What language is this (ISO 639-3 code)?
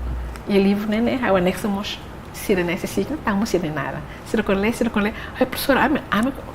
tet